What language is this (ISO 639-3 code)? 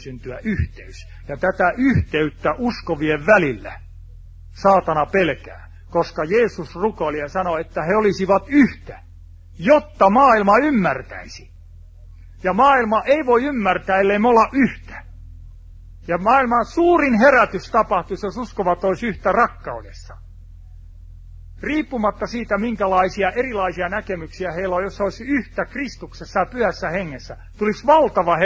fin